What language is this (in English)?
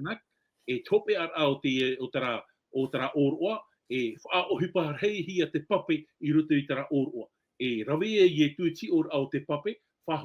Tahitian